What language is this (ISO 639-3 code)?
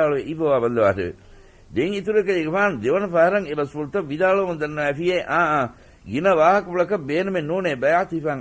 div